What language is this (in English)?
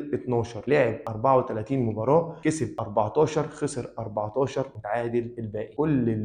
Egyptian Arabic